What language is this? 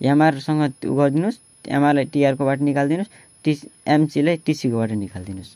Nepali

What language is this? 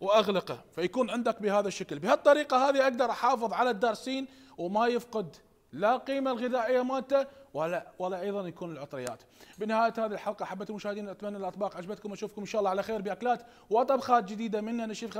Mesopotamian Arabic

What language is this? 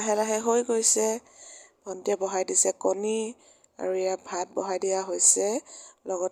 Assamese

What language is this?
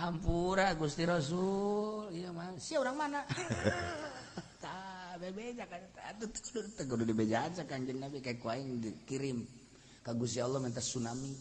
Sundanese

